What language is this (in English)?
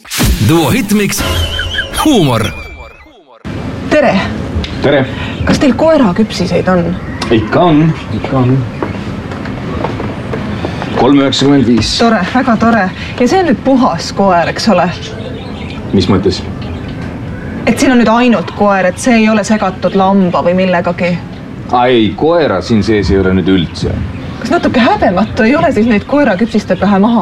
Estonian